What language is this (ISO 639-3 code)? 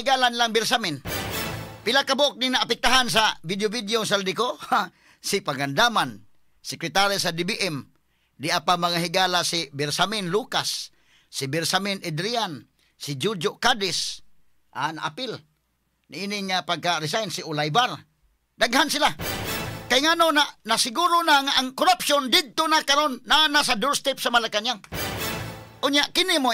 ceb